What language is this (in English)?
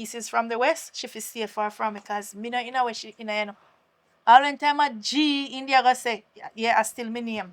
Jamaican Creole English